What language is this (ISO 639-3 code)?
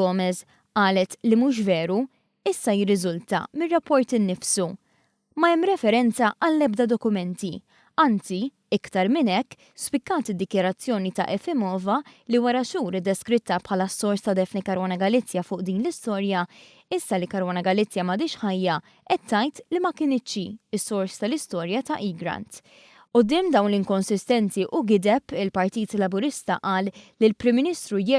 mlt